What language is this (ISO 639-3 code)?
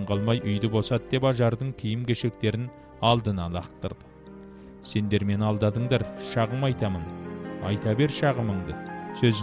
kaz